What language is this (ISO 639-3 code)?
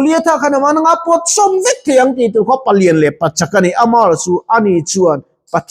lus